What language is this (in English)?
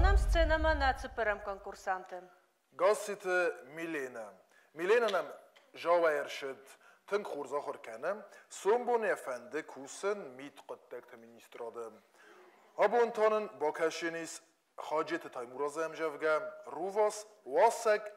Ossetic